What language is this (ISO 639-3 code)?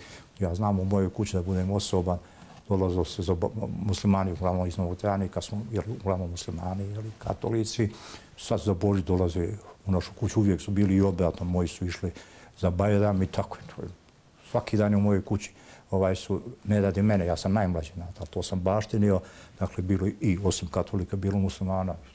bos